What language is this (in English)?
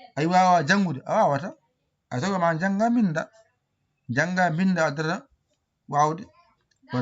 Fula